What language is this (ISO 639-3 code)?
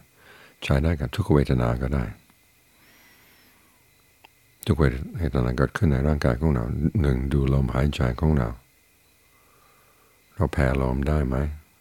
tha